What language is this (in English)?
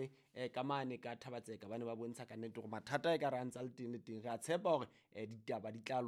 Southern Sotho